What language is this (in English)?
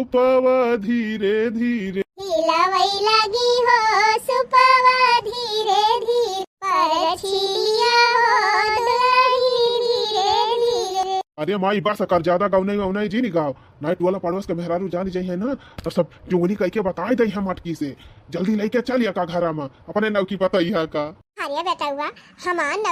Awadhi